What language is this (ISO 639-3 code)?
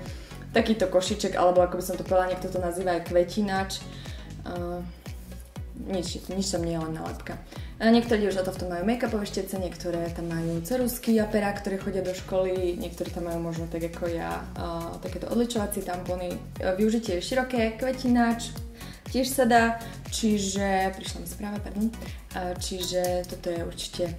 slk